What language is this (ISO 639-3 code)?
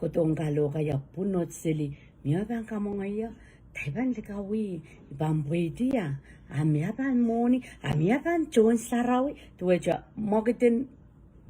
pon